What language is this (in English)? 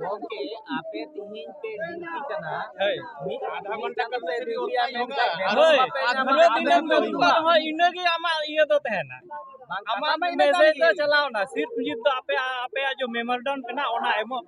Santali